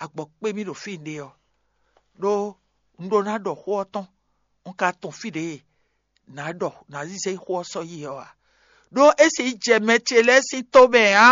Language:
Fon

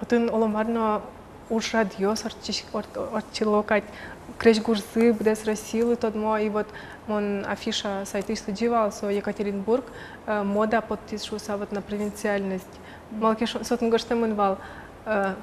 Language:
Udmurt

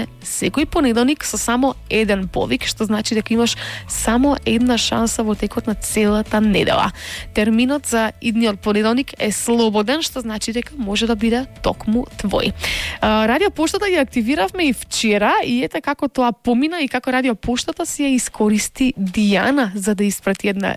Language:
Macedonian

